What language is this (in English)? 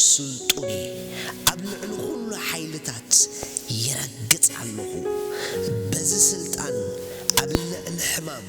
Tigrinya